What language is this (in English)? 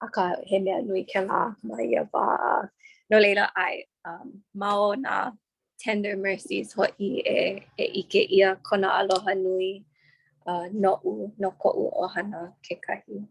Hawaiian